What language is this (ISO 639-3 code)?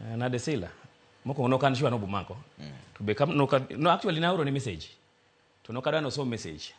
luo